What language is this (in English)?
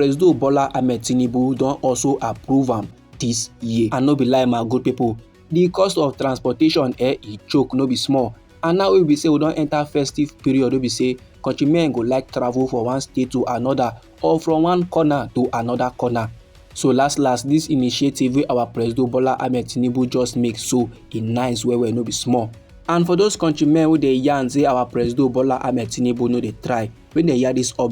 Nigerian Pidgin